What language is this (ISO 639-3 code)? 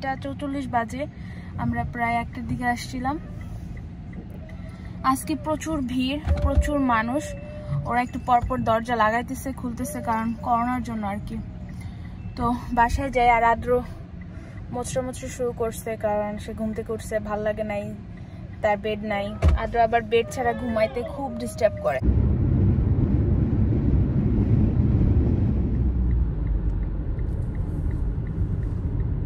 ben